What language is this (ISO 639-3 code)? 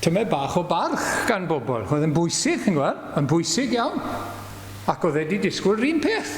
cym